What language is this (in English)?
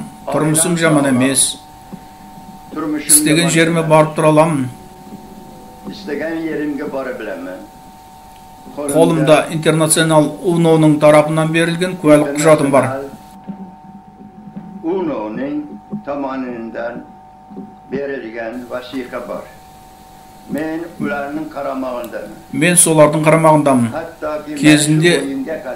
Kazakh